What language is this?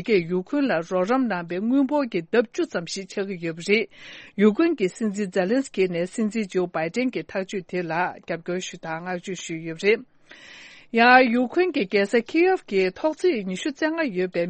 Tibetan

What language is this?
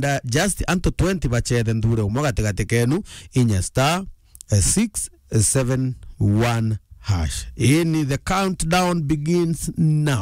Meru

